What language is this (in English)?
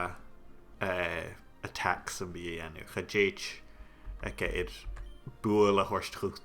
Scottish Gaelic